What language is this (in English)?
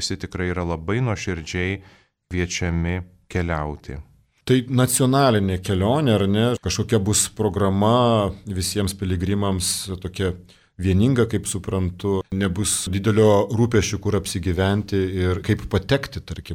Lithuanian